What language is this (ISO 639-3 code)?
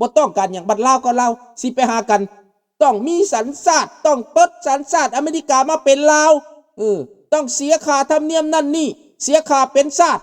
lao